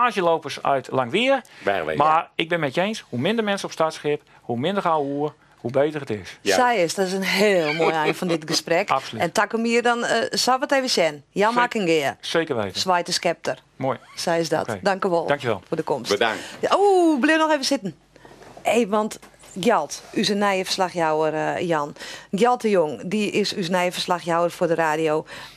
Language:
Western Frisian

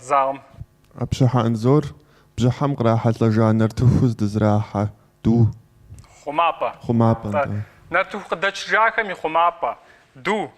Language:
Kabardian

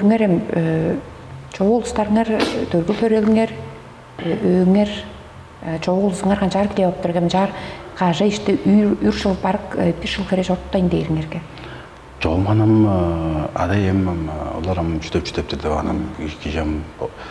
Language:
Tuvinian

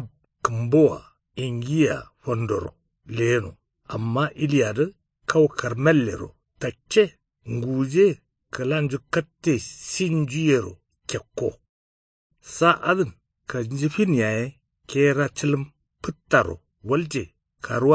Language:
Kanuri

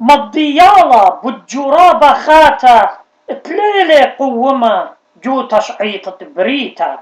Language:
Assyrian Neo-Aramaic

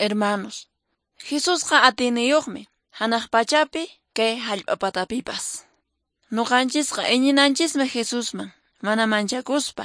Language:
Quechua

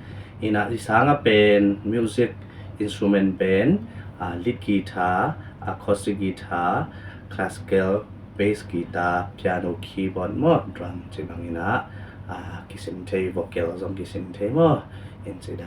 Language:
Tedim Chin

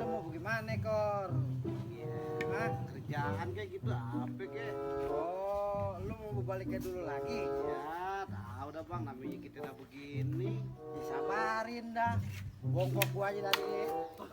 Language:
Betawi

